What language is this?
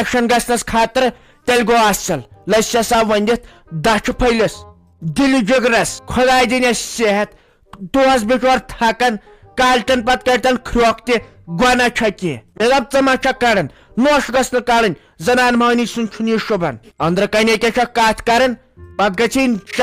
Kashmiri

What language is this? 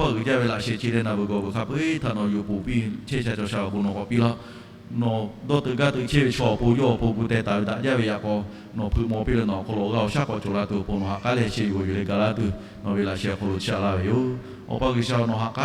Lahu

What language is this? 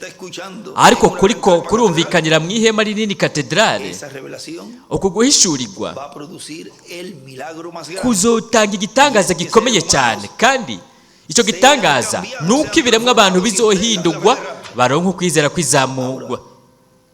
Rundi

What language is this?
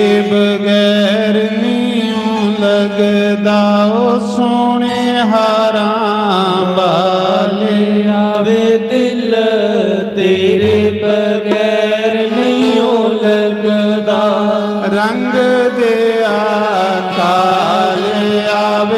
Dogri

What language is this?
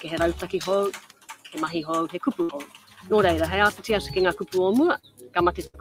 Māori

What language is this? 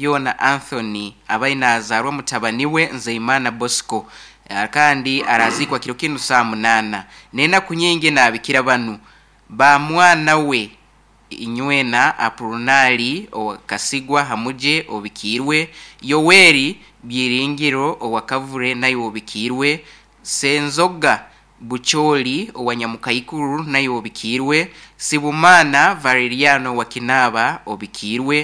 Nyoro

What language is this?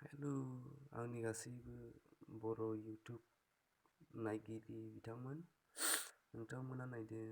Bodo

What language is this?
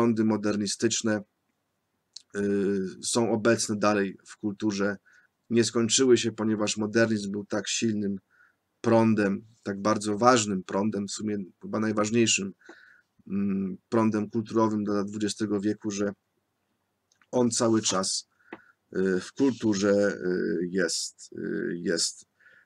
Polish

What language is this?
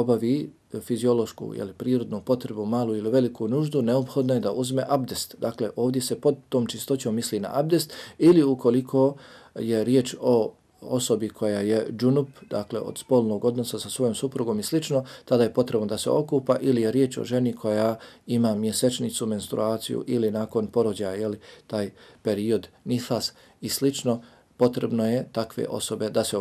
Bosnian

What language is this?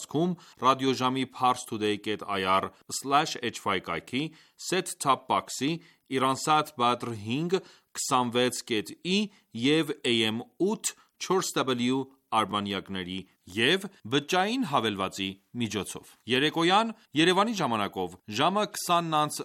Armenian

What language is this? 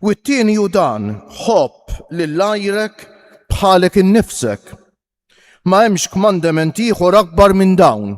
Maltese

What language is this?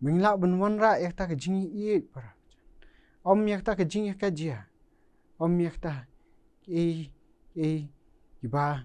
Khasi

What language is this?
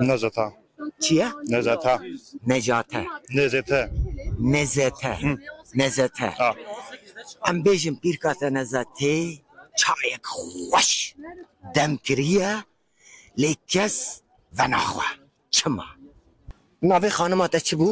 Kurdish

